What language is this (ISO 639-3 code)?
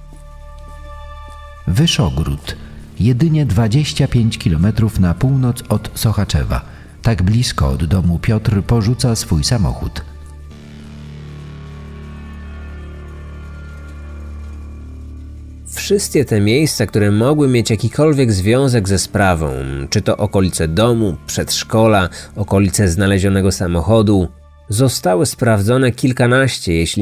pol